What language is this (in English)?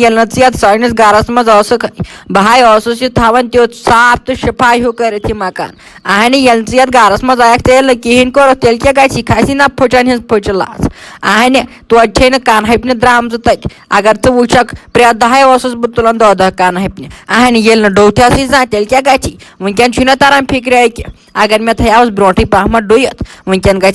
Kashmiri